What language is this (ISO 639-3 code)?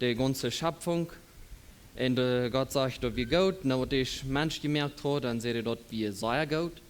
pdt